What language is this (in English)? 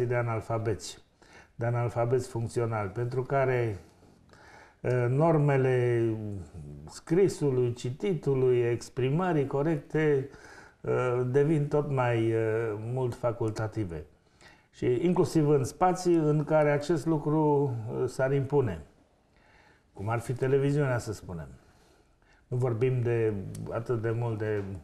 Romanian